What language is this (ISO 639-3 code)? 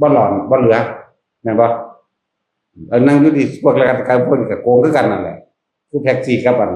tts